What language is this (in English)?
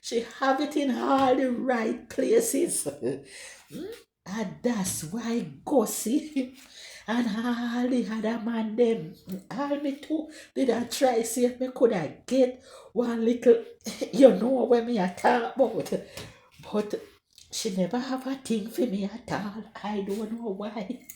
Jamaican Creole English